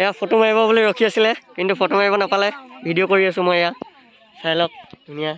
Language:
Assamese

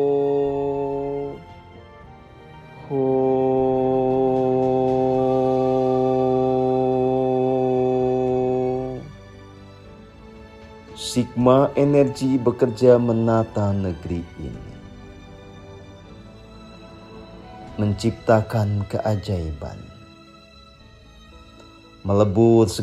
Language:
Indonesian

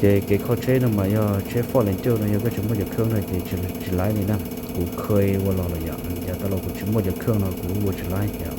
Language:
Hmong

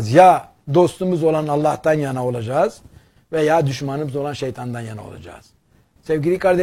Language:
Turkish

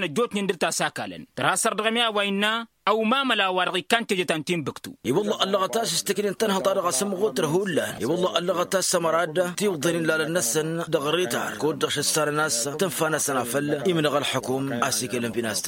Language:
Tamasheq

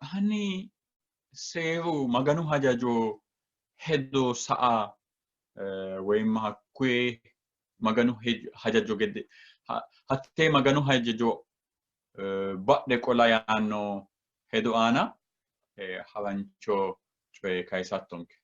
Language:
Sidamo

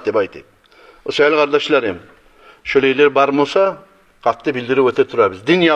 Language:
Kumyk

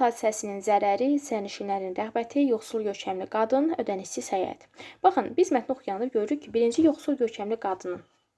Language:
Azerbaijani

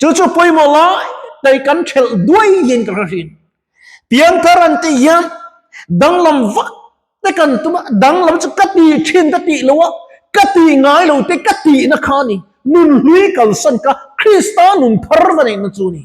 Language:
Mizo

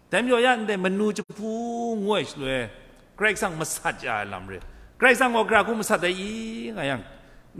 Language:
Kachin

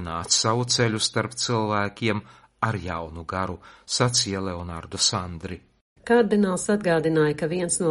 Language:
Latvian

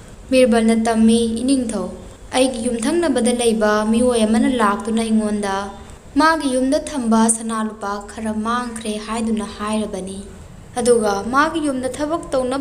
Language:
Manipuri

